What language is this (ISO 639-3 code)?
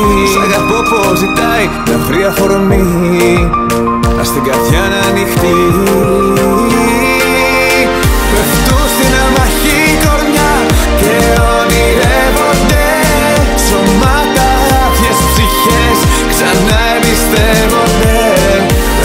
ell